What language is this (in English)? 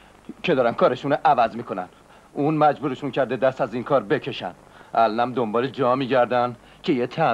Persian